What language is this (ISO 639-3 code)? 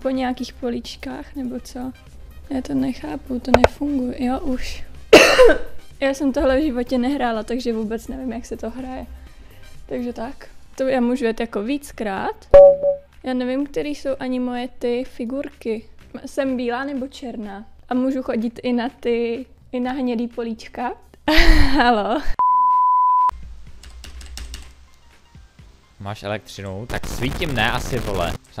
ces